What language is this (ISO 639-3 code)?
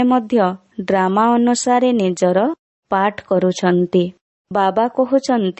ori